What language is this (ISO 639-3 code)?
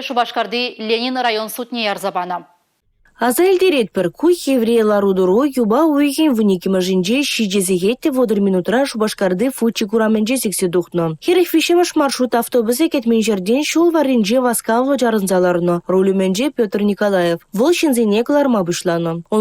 chv